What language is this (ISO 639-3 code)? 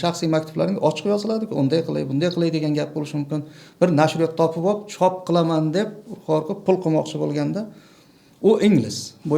uzb